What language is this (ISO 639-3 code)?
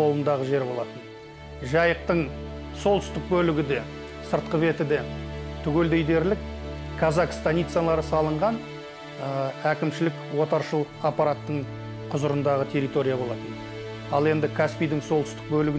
kaz